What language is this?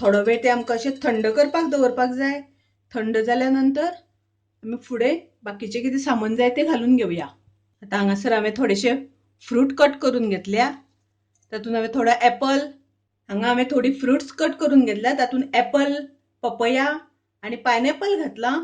Konkani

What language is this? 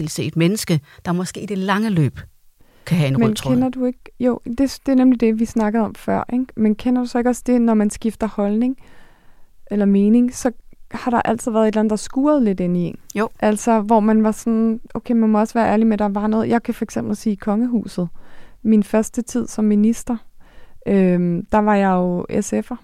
Danish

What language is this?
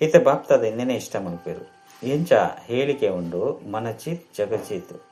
Tulu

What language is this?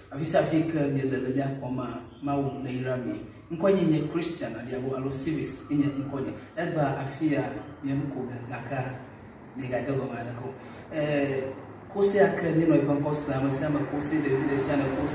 Ewe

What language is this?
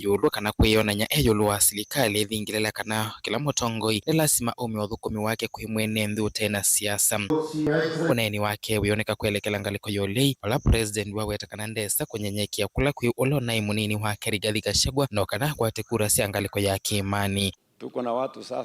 Kamba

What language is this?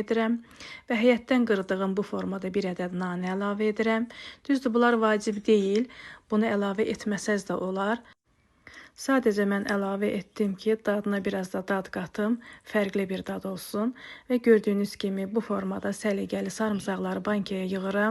Azerbaijani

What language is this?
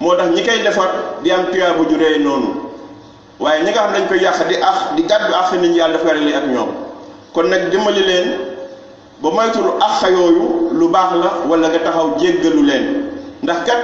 Wolof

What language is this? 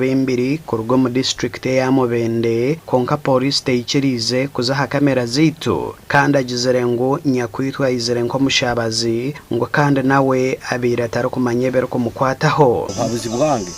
Nyankole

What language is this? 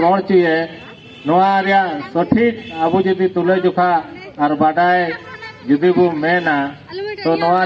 Santali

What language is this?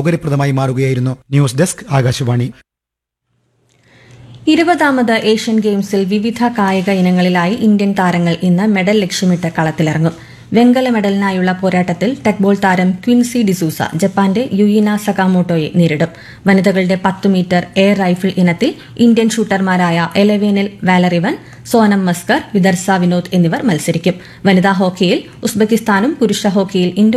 Malayalam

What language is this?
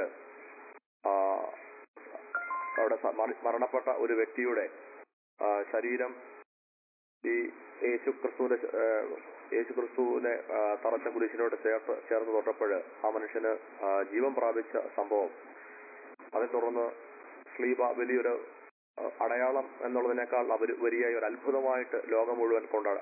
Malayalam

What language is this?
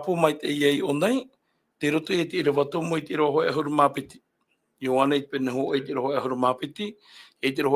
Tahitian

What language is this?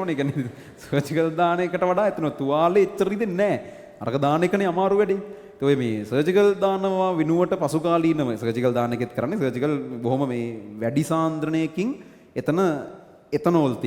Sinhala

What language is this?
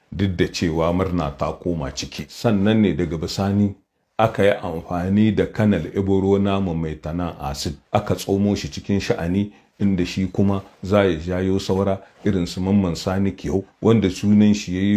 Hausa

